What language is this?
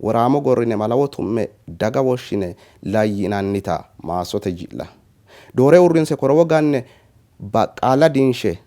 Sidamo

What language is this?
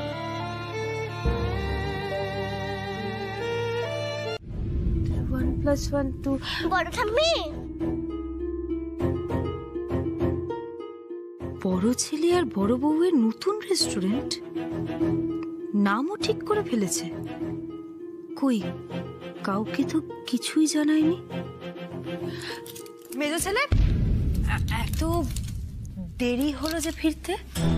Bangla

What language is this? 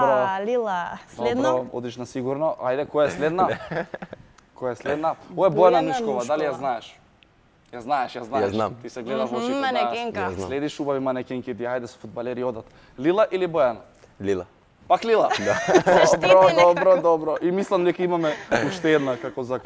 Macedonian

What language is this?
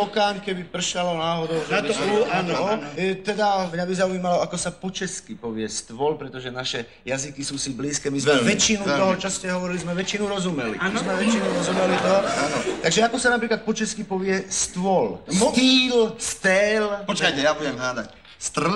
Slovak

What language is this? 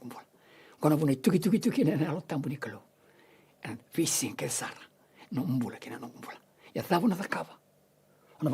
Fijian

